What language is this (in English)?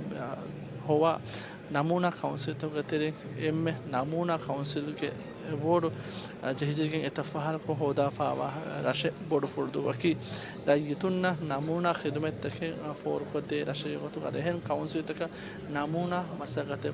Divehi